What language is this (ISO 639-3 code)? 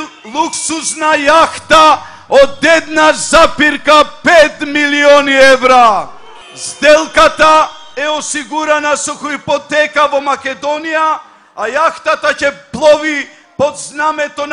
mkd